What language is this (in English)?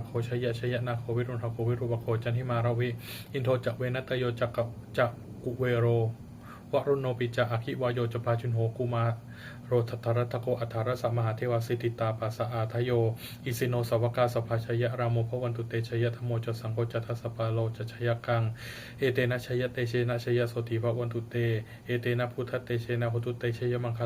Pali